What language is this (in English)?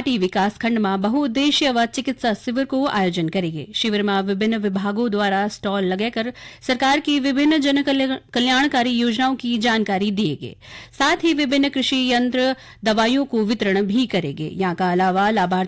Garhwali